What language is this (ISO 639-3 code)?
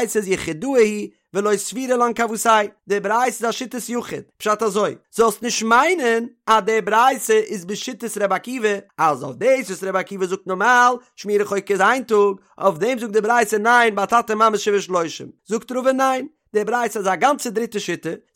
yid